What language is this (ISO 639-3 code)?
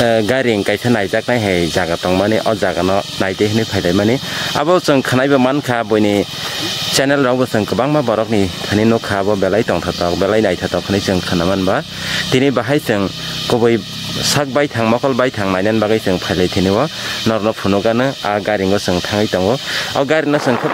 trp